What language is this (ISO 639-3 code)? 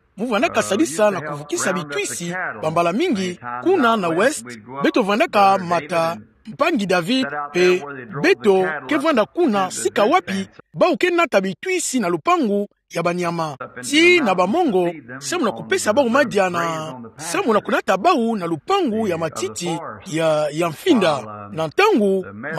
ktu